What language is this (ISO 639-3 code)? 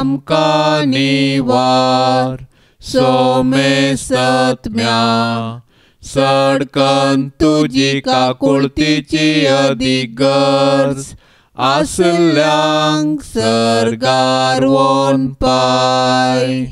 kok